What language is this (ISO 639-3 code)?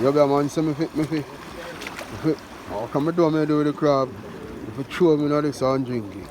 jam